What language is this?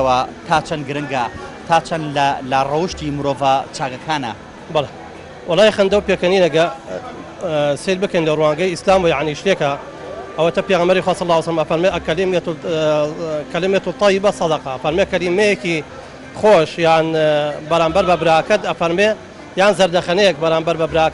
Central Kurdish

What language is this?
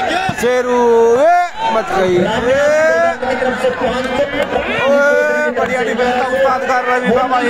Hindi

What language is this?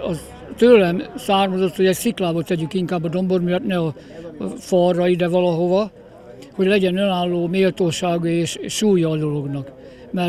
Hungarian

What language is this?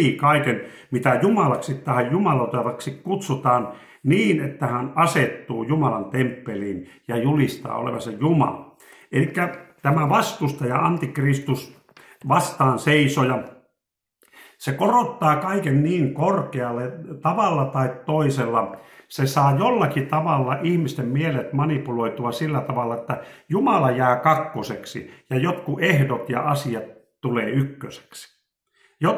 Finnish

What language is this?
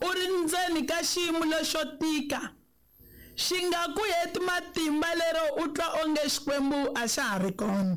Tsonga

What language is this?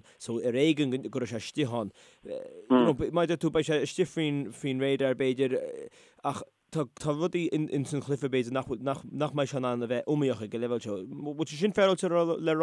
Irish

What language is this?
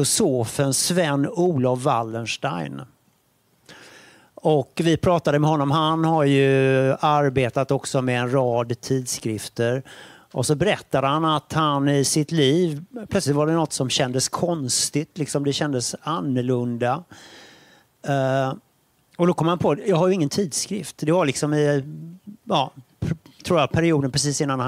Swedish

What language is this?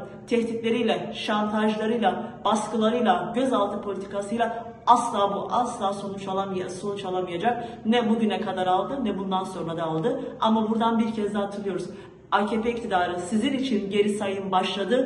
Turkish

